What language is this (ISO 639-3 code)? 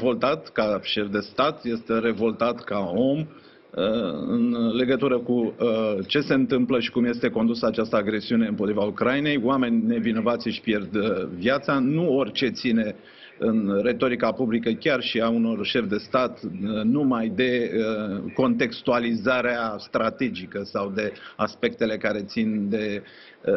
ron